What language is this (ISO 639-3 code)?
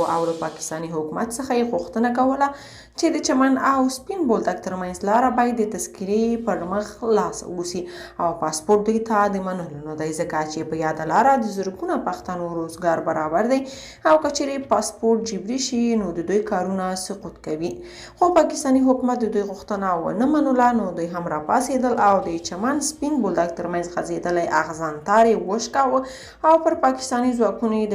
pus